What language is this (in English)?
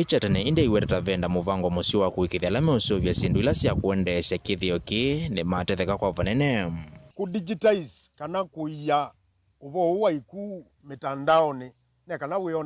Kamba